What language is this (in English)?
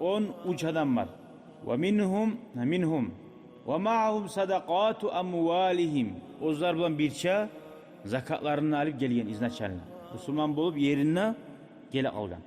Kumyk